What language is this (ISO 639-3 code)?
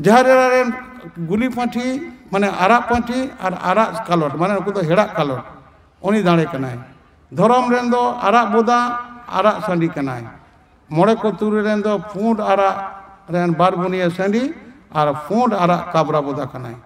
sat